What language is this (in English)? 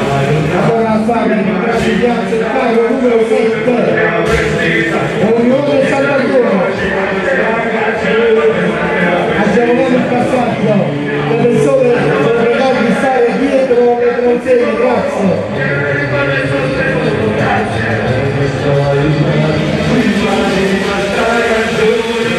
Italian